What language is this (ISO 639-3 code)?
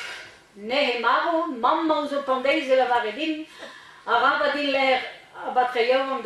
bre